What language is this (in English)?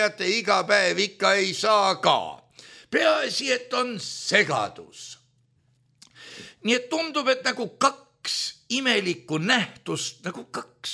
Estonian